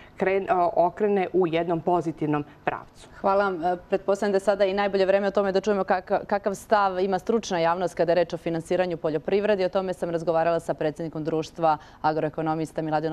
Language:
Serbian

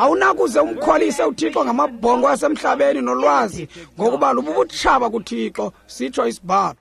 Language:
Xhosa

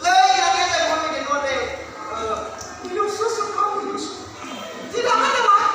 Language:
Nias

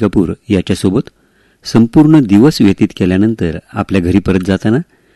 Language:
Marathi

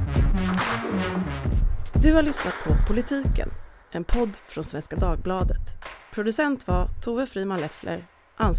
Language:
Swedish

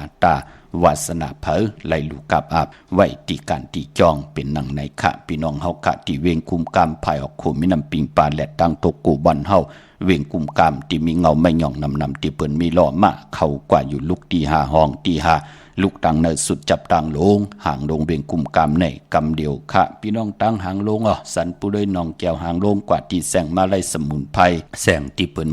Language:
Shan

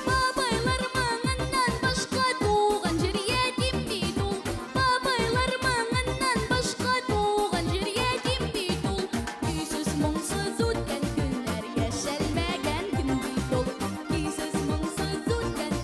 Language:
Tatar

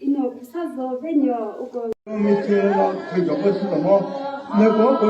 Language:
Chokri Naga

